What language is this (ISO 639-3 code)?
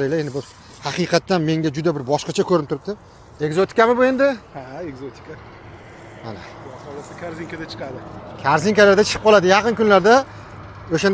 uzb